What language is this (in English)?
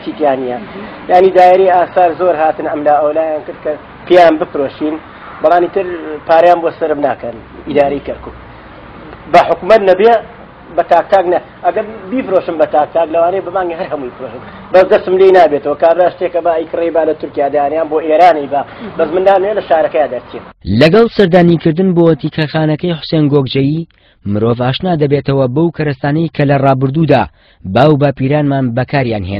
Central Kurdish